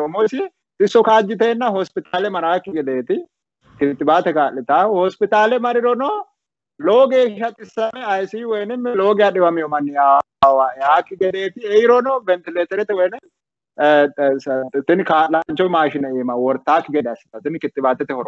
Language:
Sidamo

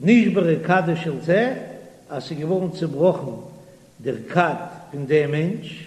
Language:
Yiddish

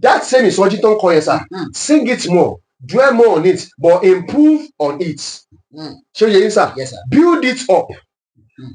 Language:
Yoruba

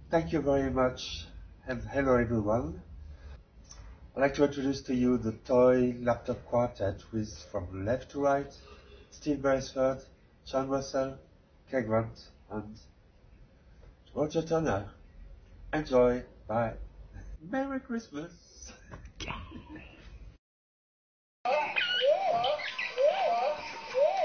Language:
English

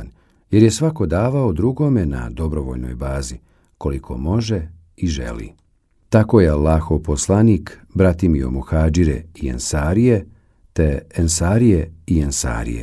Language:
Bosnian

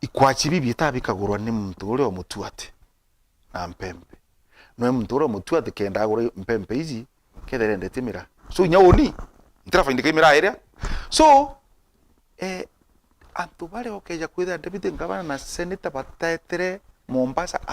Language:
Meru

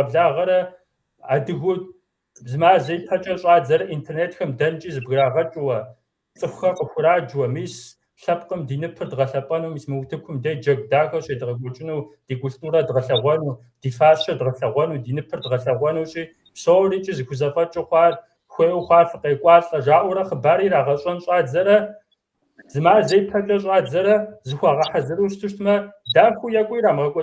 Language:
Kabardian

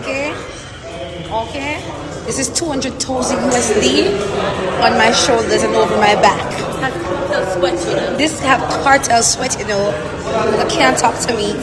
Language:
Jamaican Creole English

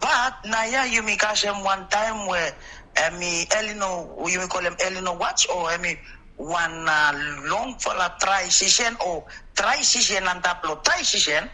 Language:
Bislama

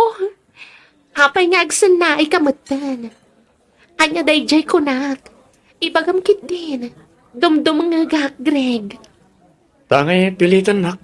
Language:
Iloko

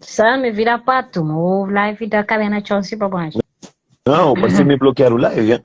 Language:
Kabuverdianu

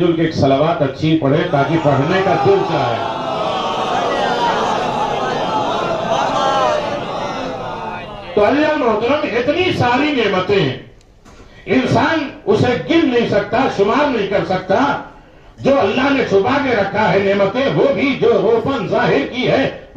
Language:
Urdu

